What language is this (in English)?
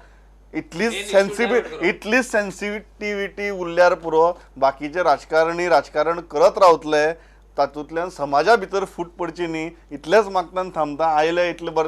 Konkani